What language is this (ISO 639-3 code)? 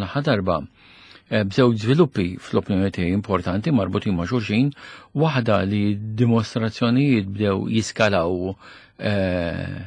mlt